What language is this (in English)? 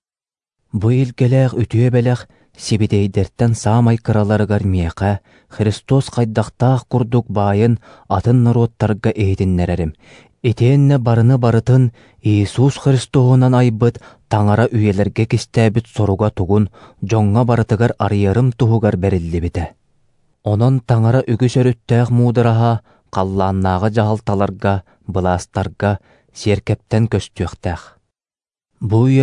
Yakut